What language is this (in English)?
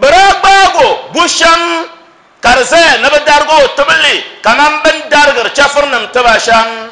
Dagbani